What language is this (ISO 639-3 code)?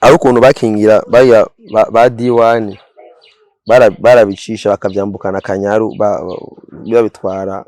run